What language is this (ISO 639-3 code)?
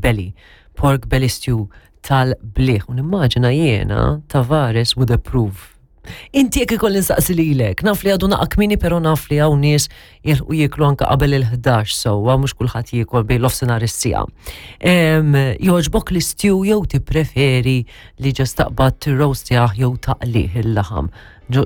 mlt